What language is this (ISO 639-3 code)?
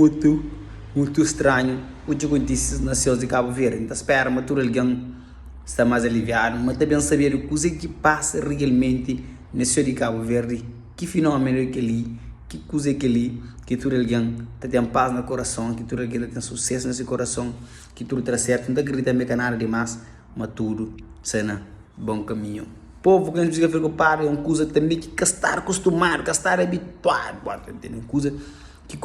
kea